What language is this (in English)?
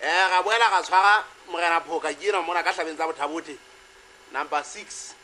Southern Sotho